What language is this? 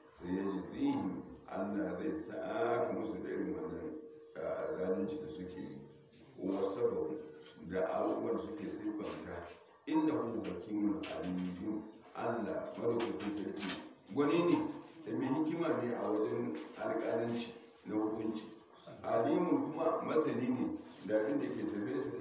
Hausa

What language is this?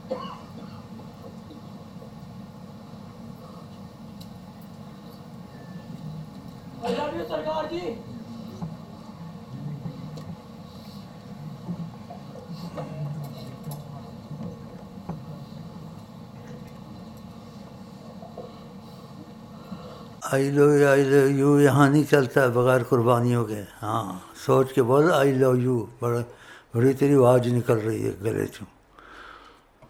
Urdu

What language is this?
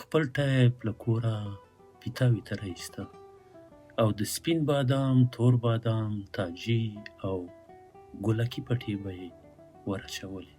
Pashto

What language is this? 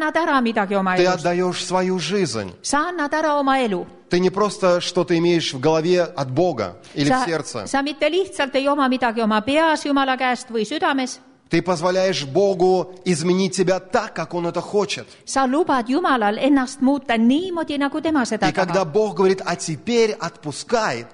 Estonian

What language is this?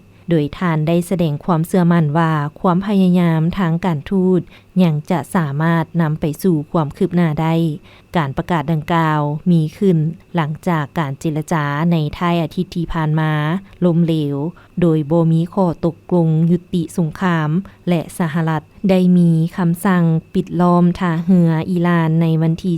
Lao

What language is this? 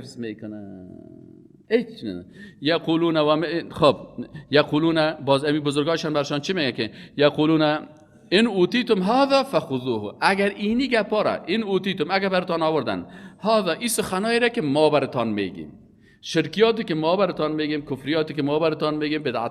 Persian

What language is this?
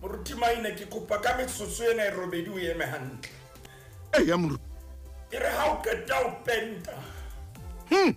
Southern Sotho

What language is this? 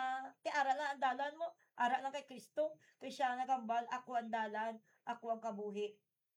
Hiligaynon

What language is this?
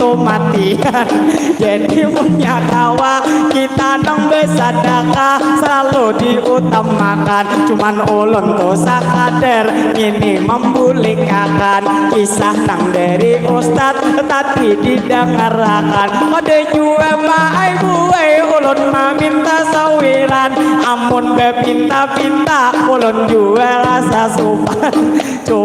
Banjar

